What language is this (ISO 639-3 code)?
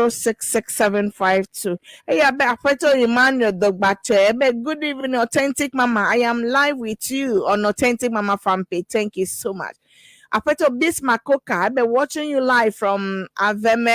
ewe